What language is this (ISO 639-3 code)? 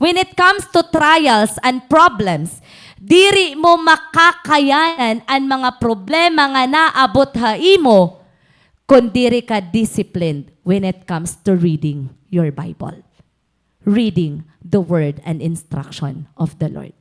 war